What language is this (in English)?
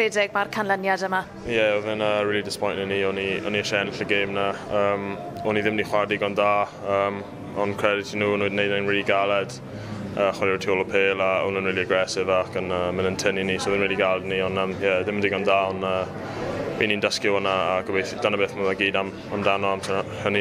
Welsh